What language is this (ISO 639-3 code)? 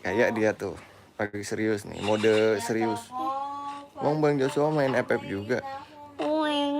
bew